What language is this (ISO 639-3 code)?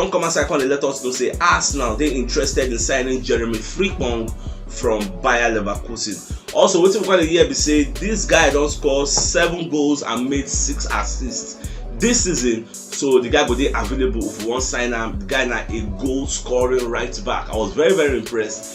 pcm